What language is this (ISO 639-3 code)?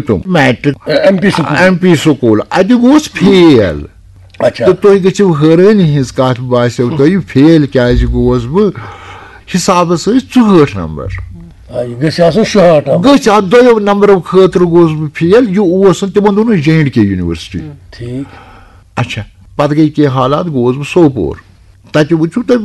kas